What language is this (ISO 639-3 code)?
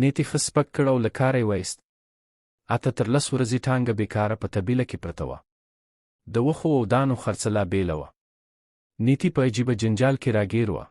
pus